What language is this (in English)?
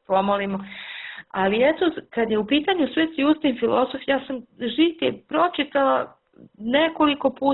Serbian